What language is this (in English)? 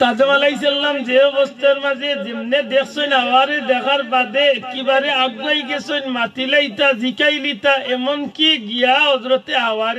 Sylheti